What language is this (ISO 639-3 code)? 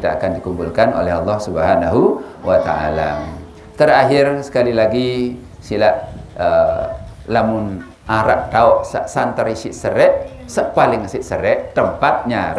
sas